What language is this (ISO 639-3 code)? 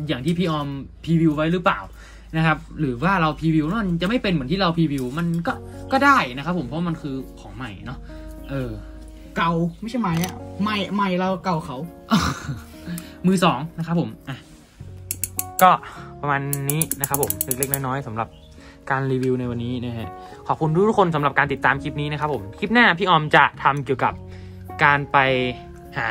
tha